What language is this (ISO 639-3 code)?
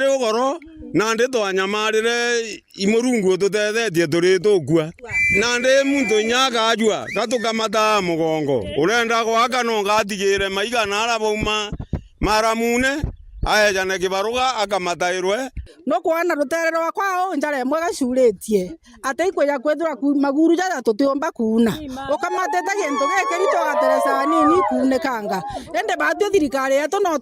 mer